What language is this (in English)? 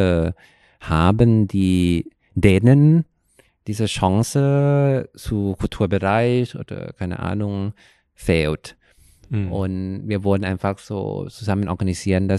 German